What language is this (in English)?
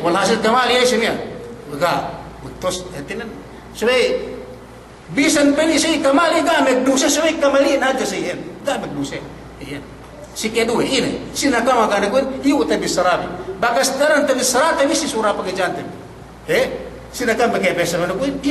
Yakan